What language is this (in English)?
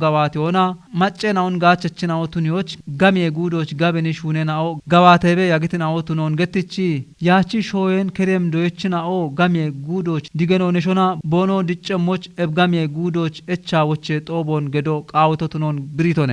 Kafa